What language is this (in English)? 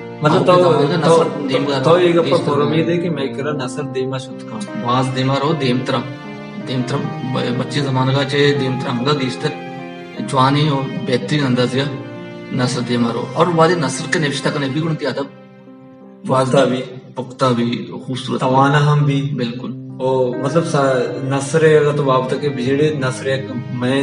Baluchi